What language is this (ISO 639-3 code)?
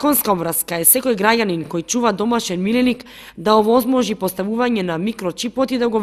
mkd